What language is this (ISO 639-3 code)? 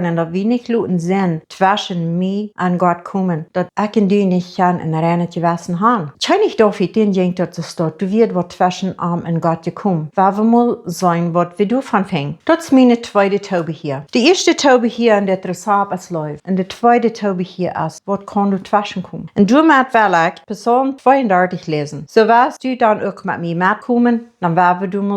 pdt